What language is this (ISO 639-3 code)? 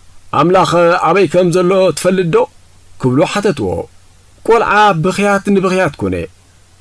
tir